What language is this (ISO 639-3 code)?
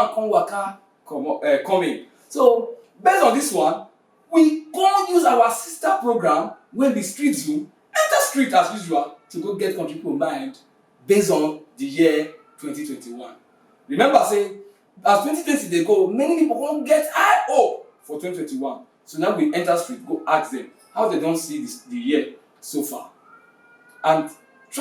pcm